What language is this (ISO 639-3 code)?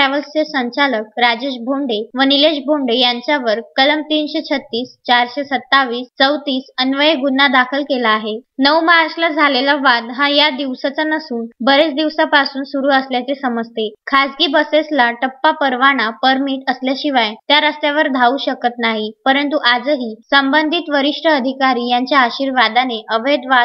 mar